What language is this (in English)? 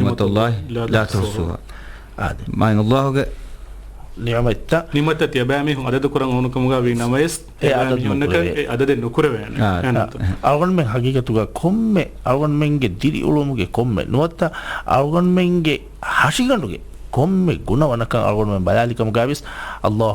Divehi